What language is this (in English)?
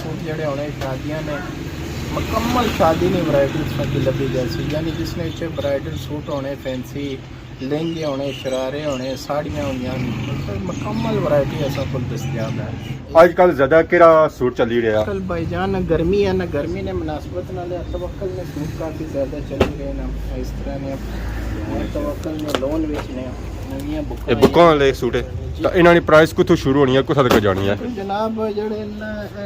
Pahari-Potwari